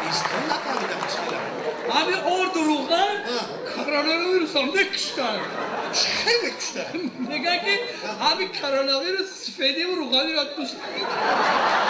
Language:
Tajik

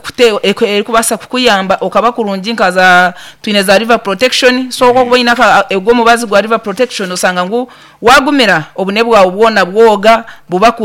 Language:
Nyankole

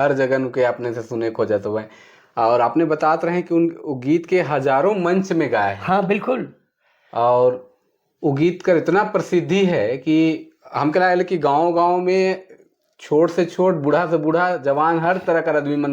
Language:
Sadri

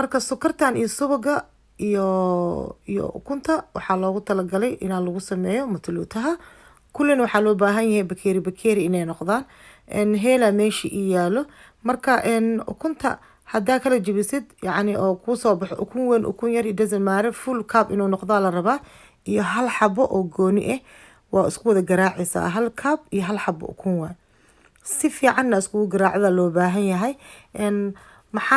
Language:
Somali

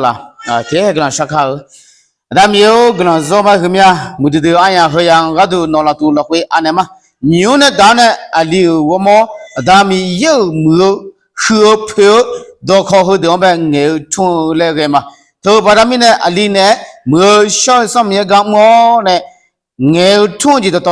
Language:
Akha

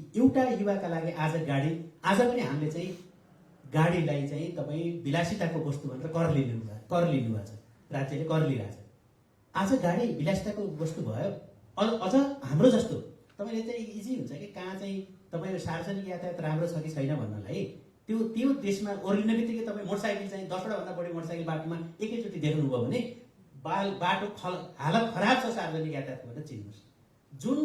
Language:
Nepali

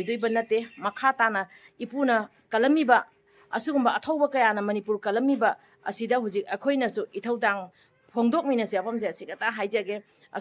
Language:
Manipuri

